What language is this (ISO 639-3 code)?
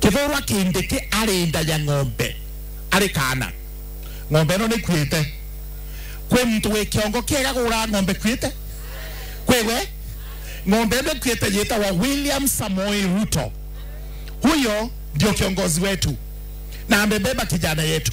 mer